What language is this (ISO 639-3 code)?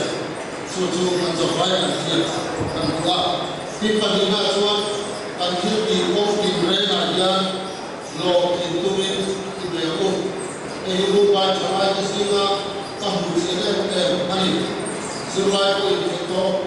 lus